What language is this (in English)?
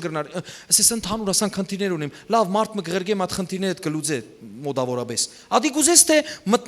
Western Armenian